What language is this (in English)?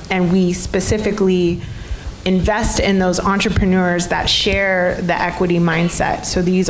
English